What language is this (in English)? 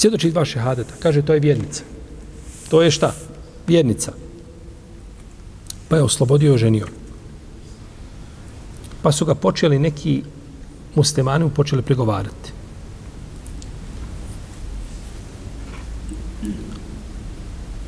Bosnian